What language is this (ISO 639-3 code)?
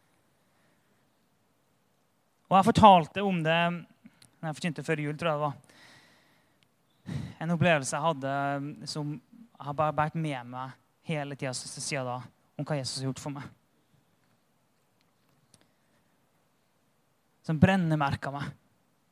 nor